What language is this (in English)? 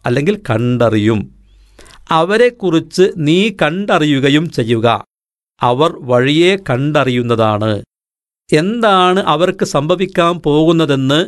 Malayalam